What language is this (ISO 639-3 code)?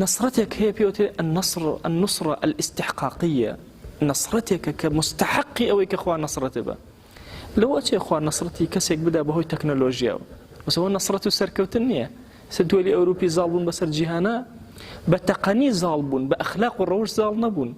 ckb